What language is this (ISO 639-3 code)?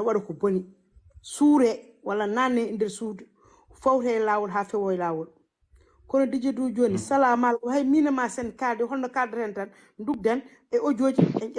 ful